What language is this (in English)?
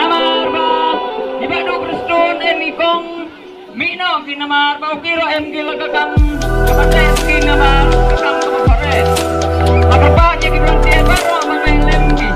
Khasi